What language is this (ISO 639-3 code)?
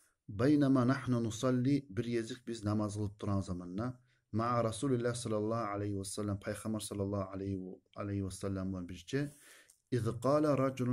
kum